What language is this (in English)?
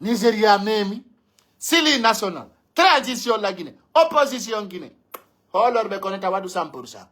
Pular